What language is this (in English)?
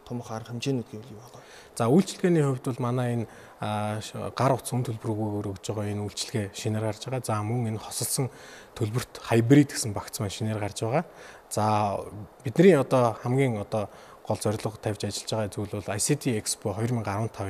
Mongolian